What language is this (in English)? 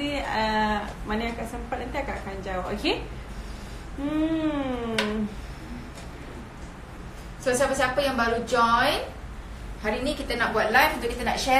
Malay